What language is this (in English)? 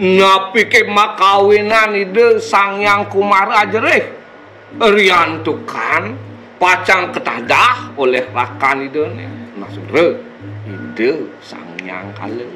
Balinese